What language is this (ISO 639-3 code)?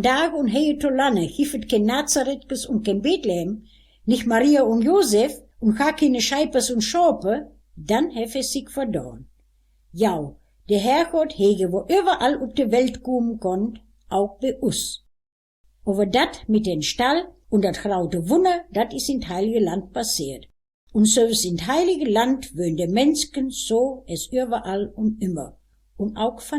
wep